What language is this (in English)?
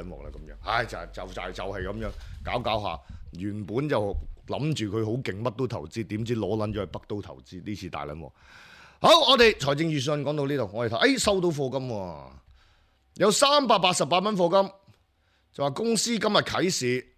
Cantonese